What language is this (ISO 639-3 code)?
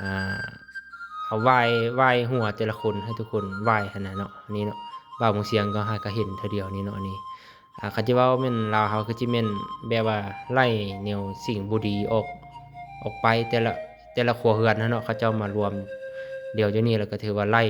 lao